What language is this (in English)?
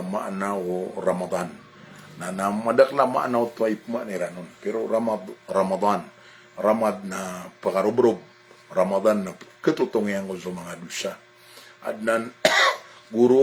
Maranao